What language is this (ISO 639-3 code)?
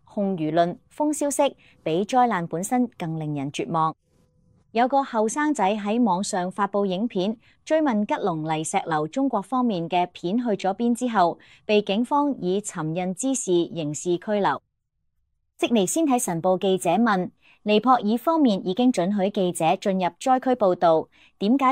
yue